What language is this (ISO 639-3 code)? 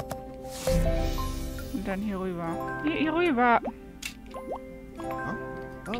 deu